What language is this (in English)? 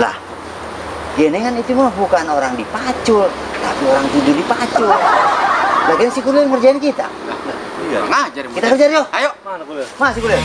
Betawi